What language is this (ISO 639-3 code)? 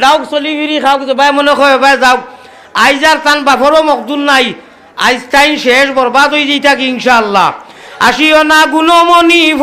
syl